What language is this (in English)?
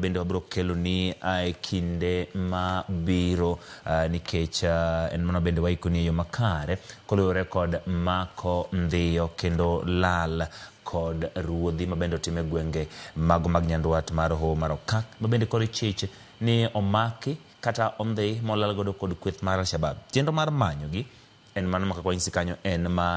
Luo (Kenya and Tanzania)